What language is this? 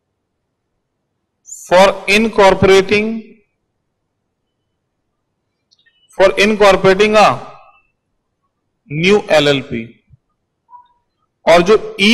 Hindi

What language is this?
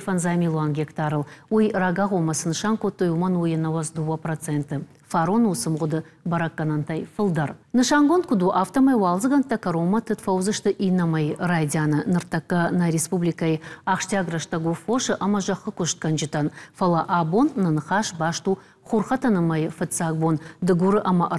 Ossetic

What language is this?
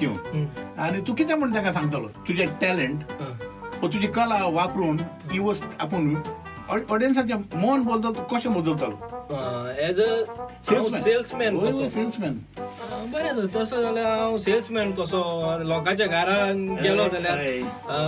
Konkani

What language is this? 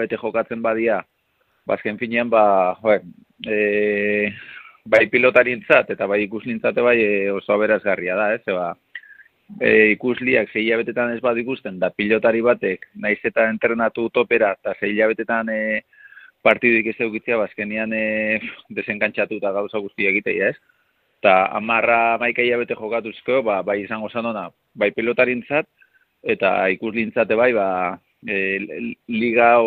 Basque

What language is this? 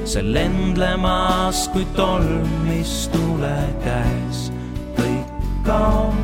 Estonian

